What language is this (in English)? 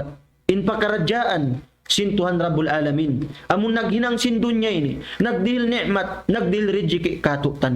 Tausug